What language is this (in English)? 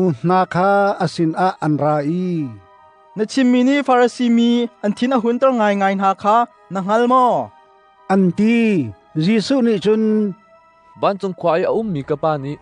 Hakha Chin